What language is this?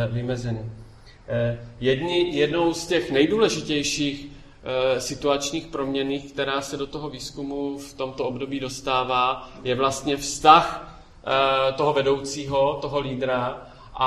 Czech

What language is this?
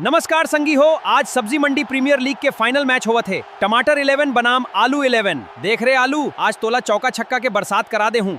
Chhattisgarhi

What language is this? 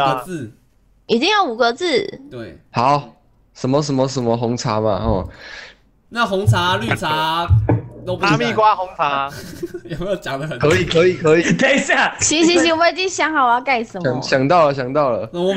Chinese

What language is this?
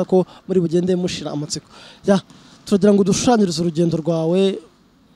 Kinyarwanda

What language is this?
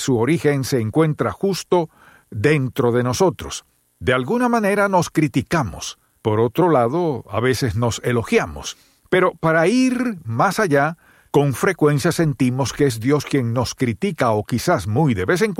Spanish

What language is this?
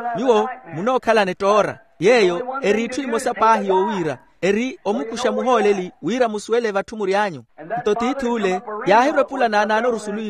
Makhuwa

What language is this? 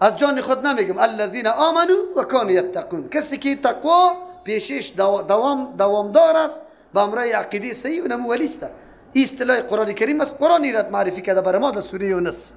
Persian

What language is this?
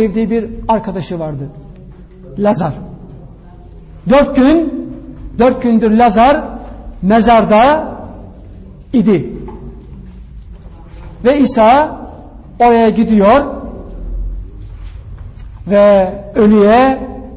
Turkish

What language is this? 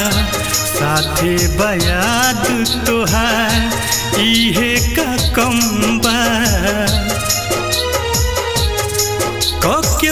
Bhojpuri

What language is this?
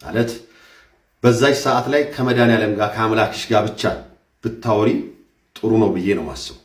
Amharic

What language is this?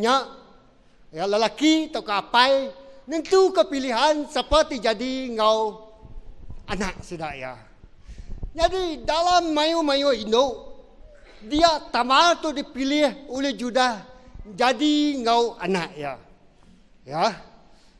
Iban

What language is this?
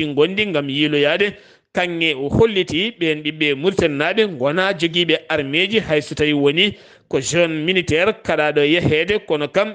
Fula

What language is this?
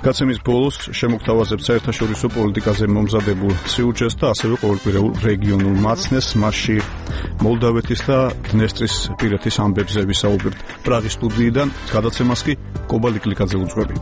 Georgian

